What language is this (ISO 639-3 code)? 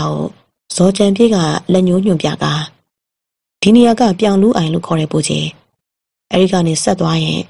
mya